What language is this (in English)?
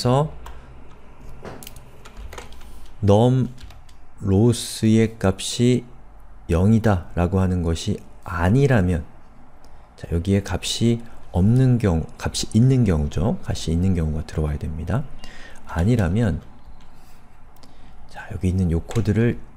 Korean